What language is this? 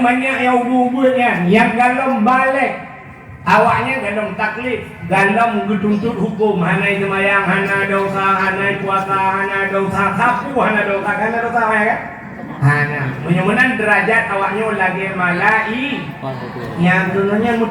Achinese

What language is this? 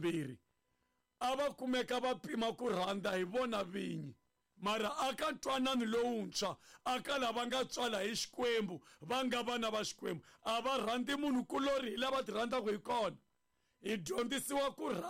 Tsonga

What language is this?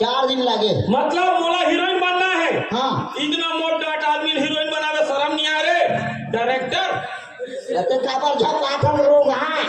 Chhattisgarhi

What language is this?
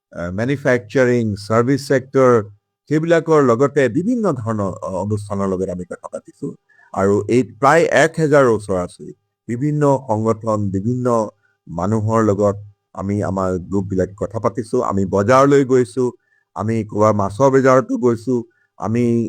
Assamese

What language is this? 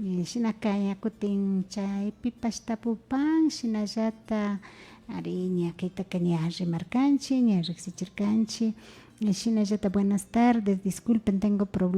Imbabura Highland Quichua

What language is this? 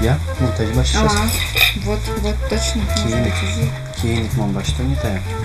Udmurt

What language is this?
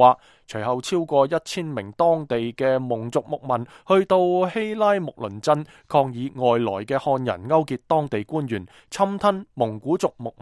Cantonese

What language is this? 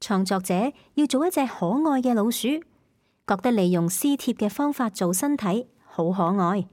Cantonese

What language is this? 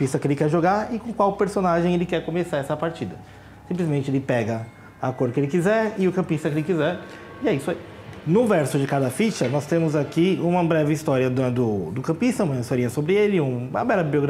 Portuguese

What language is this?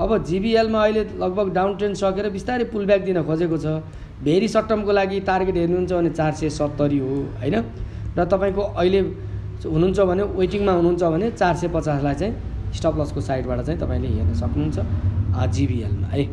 Nepali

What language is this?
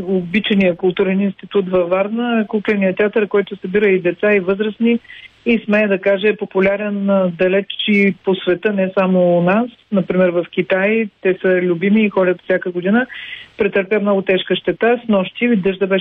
Bulgarian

